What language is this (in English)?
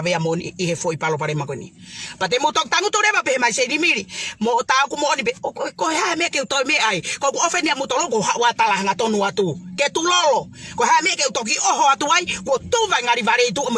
Tongan